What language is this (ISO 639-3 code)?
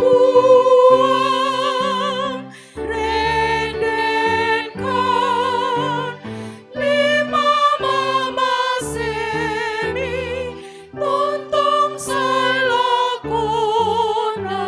sda